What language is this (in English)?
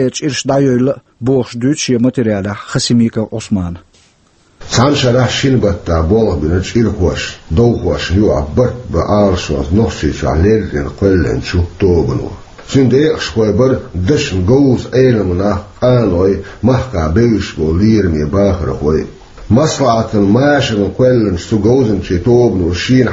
Chechen